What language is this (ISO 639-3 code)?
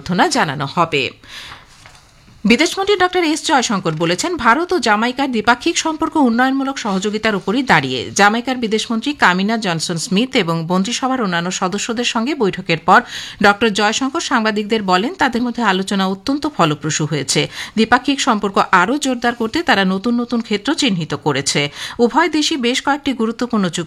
ben